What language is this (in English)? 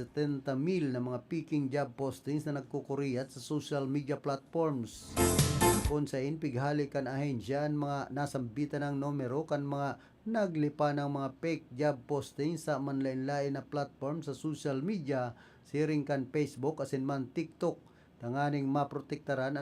Bikol